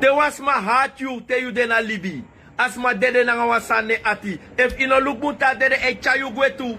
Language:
Sranan Tongo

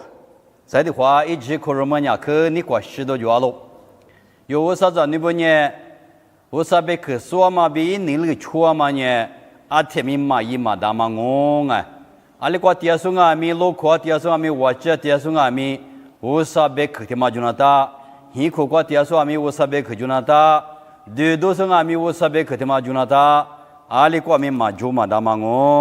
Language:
Lisu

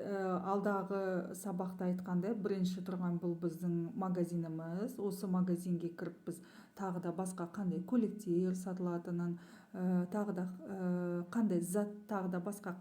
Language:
Kazakh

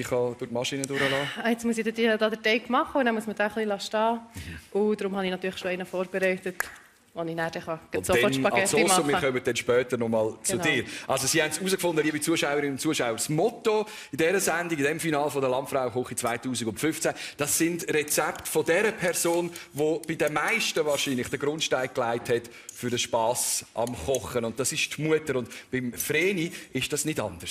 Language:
Swiss German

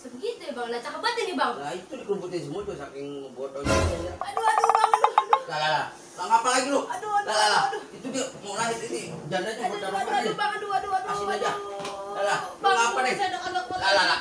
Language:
Betawi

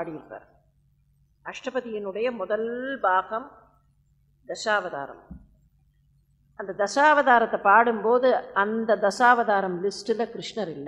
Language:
Tamil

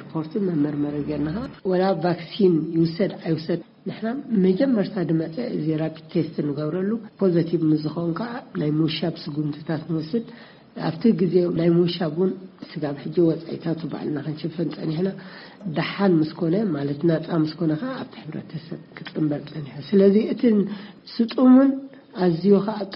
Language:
Tigrinya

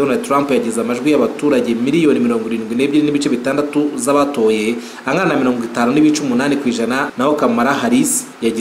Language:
Kinyarwanda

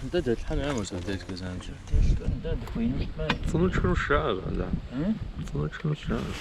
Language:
Kabardian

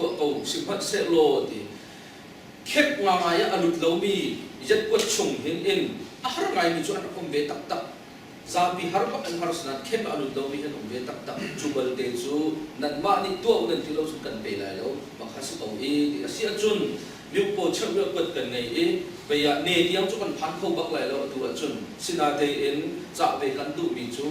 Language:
Hakha Chin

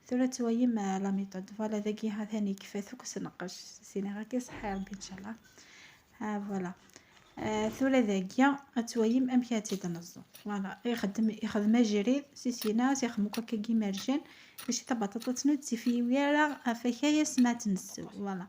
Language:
Kabyle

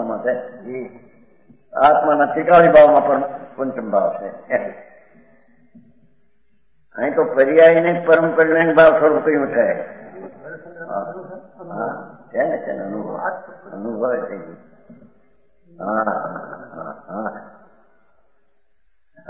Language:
Gujarati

